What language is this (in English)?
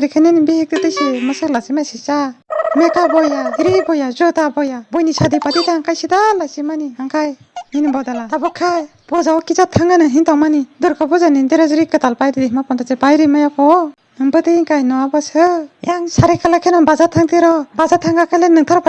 Kok Borok